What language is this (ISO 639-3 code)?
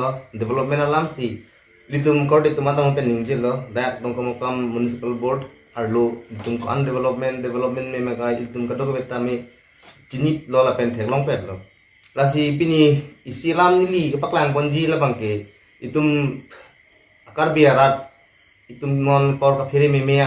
mjw